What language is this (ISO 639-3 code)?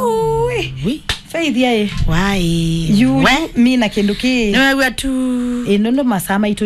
kam